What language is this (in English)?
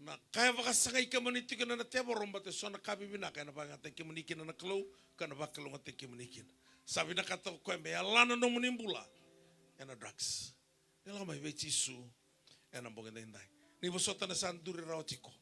Fijian